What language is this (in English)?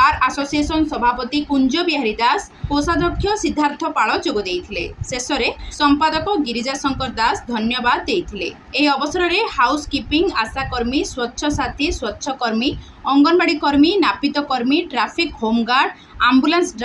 Odia